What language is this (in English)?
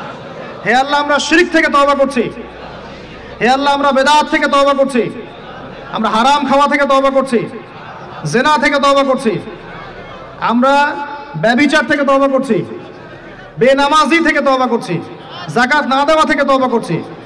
Bangla